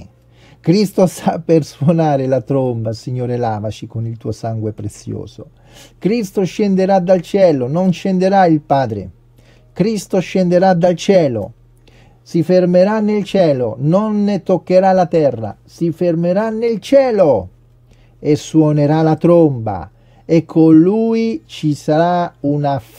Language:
Italian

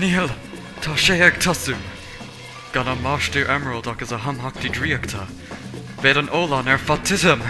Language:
Irish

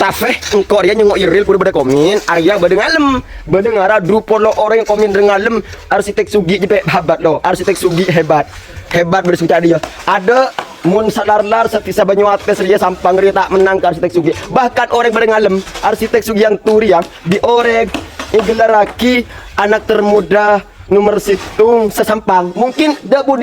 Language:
Madurese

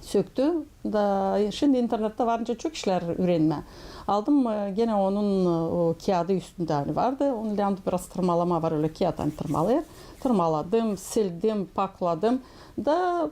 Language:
Gagauz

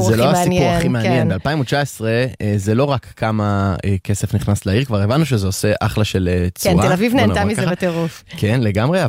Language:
Hebrew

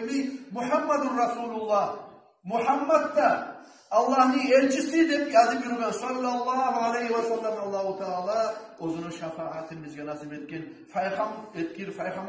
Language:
Kumyk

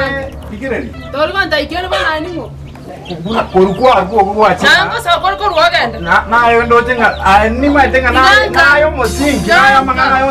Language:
Gusii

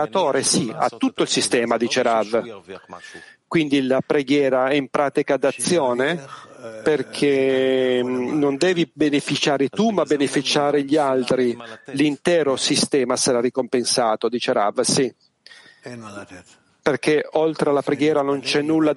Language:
Italian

